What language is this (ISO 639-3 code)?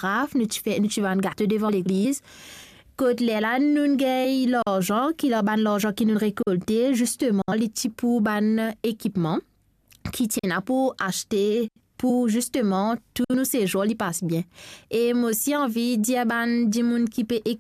mfe